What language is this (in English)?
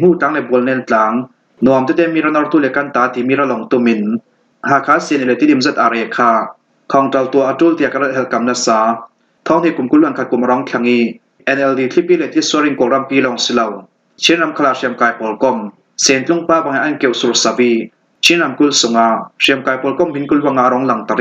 Falam Chin